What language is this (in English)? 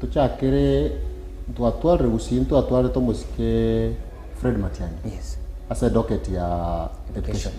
Gusii